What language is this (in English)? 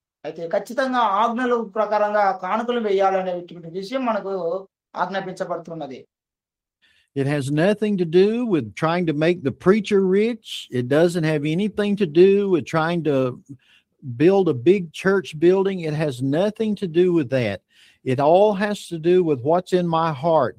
Telugu